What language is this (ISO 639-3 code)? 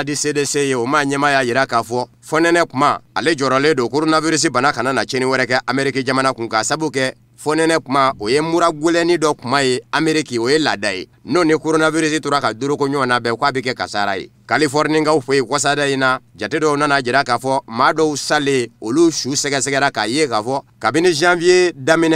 bam